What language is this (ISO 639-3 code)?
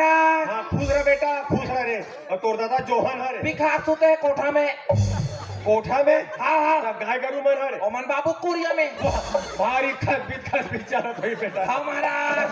hne